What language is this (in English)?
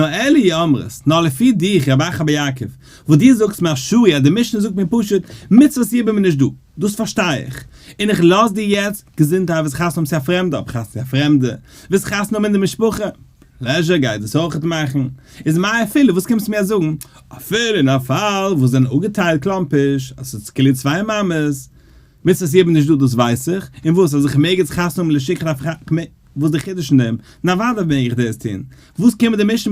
Yiddish